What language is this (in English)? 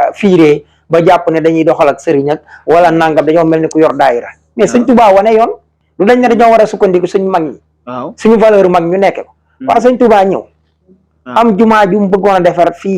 Wolof